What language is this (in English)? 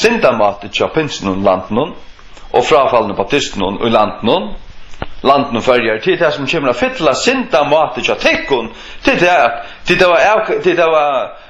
Faroese